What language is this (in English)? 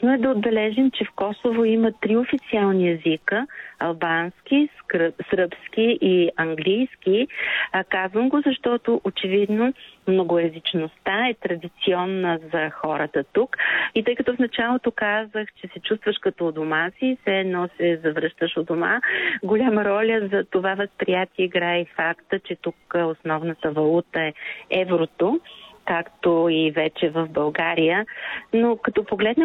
Bulgarian